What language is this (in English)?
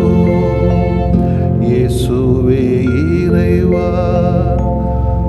Tamil